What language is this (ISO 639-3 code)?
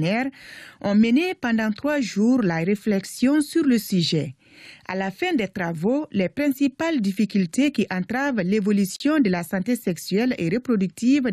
fra